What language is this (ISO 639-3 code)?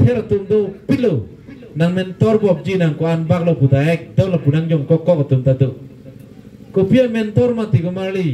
mjw